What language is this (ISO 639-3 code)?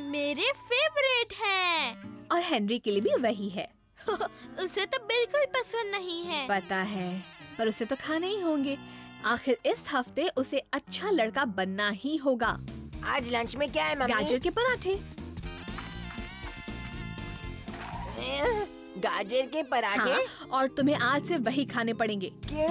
hin